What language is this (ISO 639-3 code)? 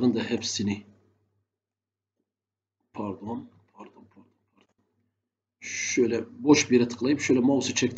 tur